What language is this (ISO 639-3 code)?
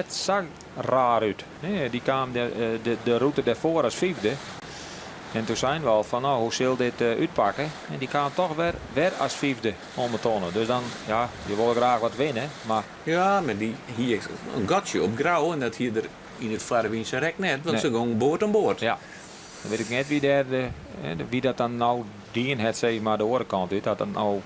fry